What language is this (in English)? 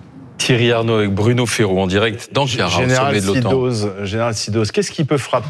French